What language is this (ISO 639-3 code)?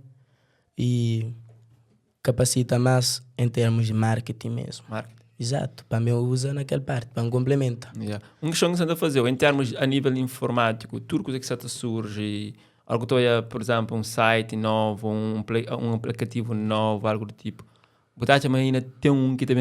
kea